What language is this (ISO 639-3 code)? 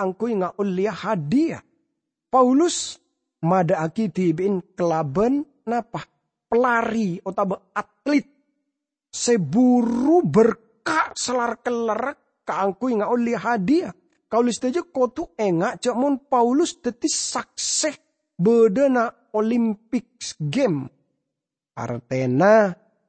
mad